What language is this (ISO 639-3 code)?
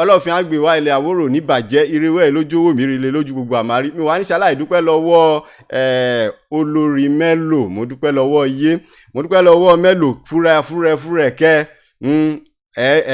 yor